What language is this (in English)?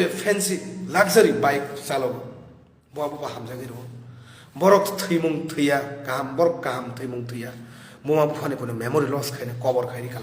Kok Borok